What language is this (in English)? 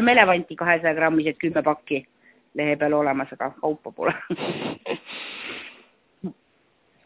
Estonian